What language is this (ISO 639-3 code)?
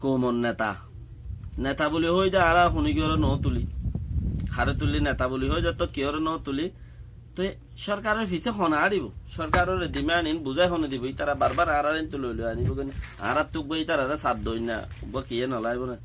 rhg